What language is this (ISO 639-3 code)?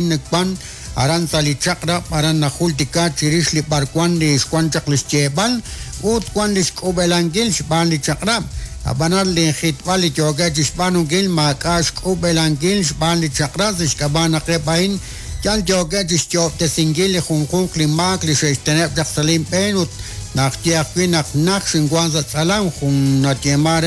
kek